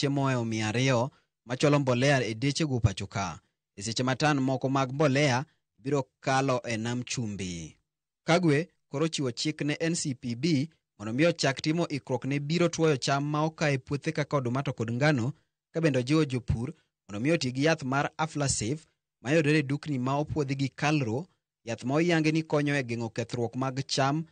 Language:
Luo (Kenya and Tanzania)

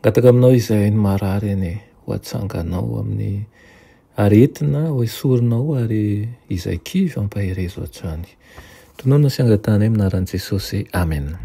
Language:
Malagasy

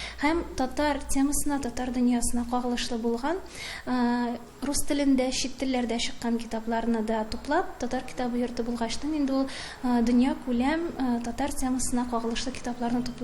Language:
Tatar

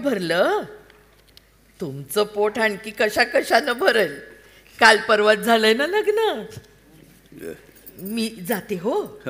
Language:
Marathi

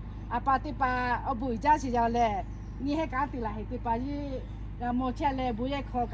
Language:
Lahu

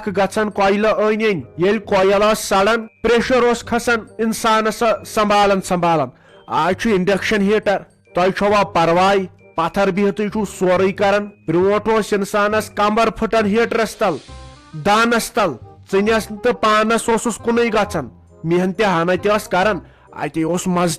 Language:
Kashmiri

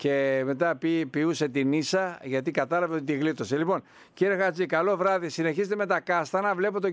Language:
Greek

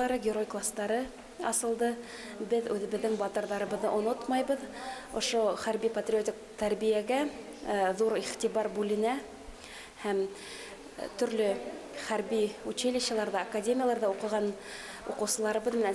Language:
Bashkir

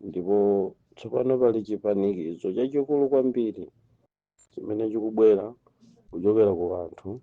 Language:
Nyanja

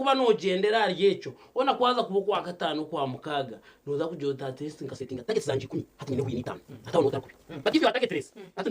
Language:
Nyankole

